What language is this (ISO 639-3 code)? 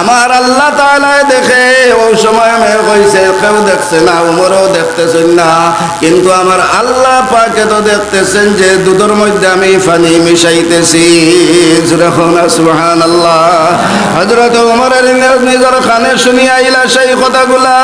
syl